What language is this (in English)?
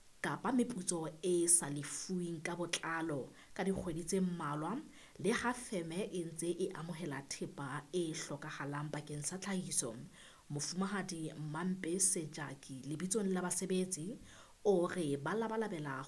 Southern Sotho